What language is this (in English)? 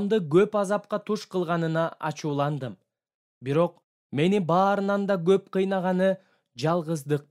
Kyrgyz